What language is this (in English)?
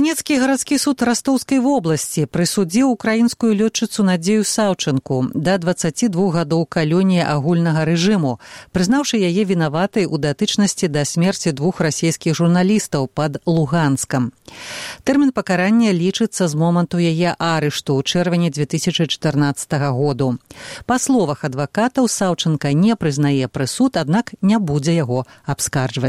Belarusian